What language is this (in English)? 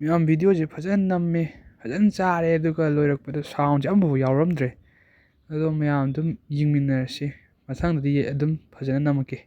Manipuri